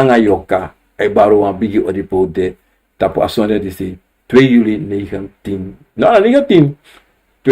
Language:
Sranan Tongo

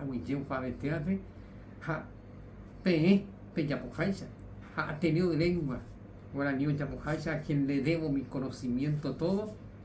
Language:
Guarani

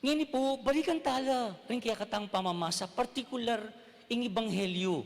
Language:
Pampanga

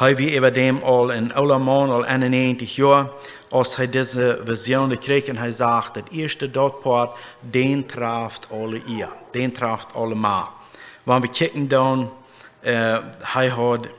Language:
Plautdietsch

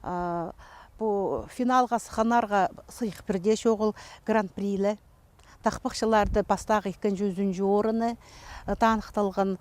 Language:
Khakas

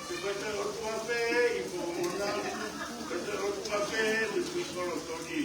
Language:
Tongan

